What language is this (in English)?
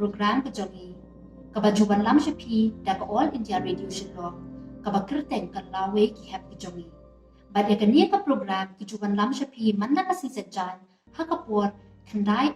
Khasi